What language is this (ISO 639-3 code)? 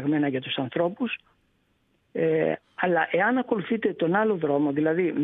ell